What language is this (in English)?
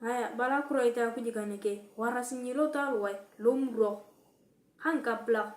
Turkana